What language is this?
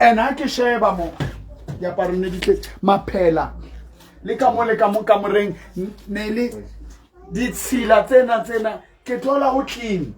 Southern Sotho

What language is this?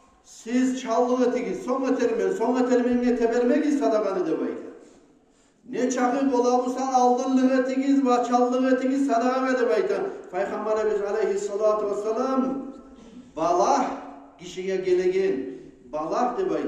Kumyk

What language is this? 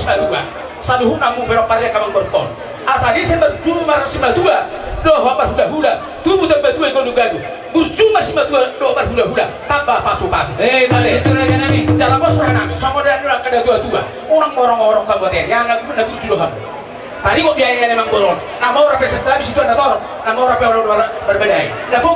Batak Toba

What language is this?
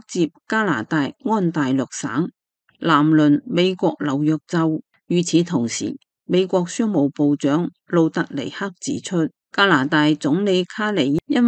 Cantonese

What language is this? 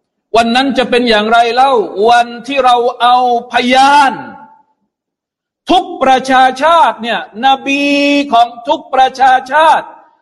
Thai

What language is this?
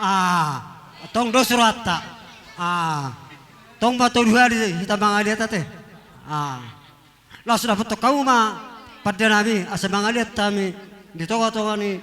Batak Toba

